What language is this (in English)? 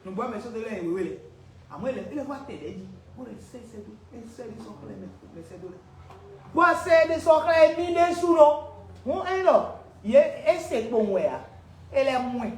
Fon